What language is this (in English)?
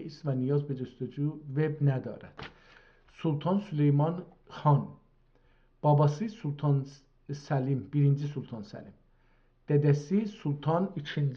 South Azerbaijani